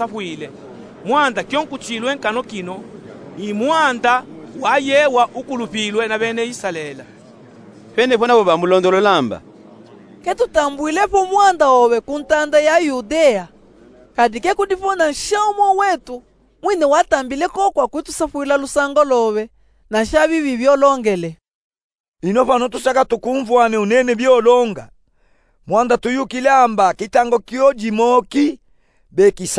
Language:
Luba-Katanga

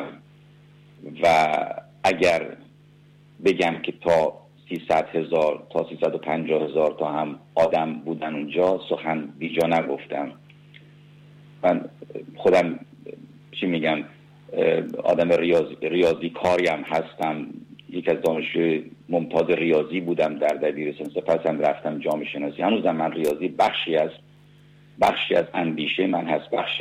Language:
Persian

